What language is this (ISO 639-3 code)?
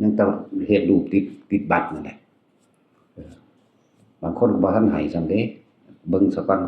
tts